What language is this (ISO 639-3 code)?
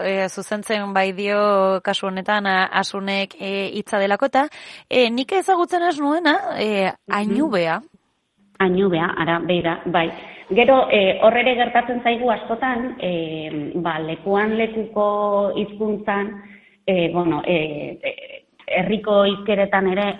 eus